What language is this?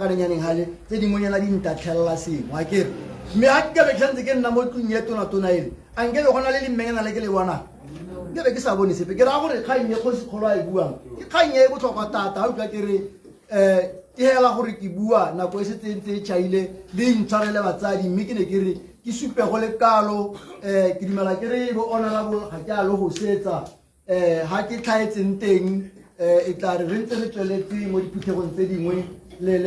Tswana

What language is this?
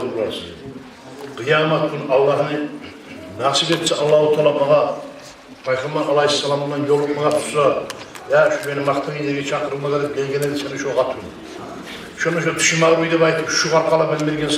Kumyk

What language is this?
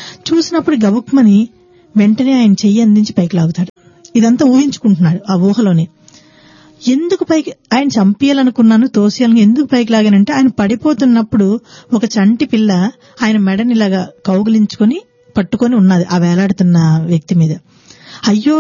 Telugu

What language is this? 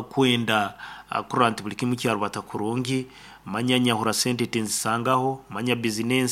Nyankole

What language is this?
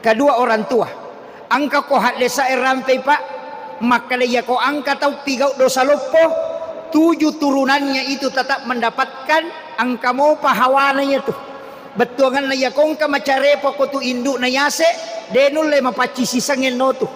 Buginese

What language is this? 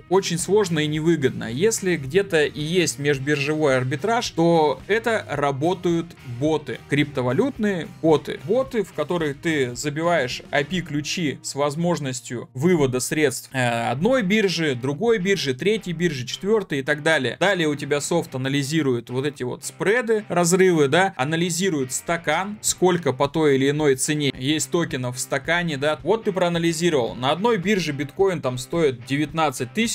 Russian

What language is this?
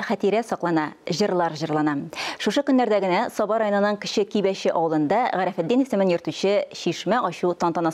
Tatar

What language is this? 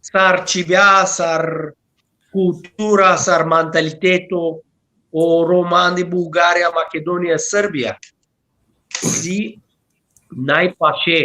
Balkan Romani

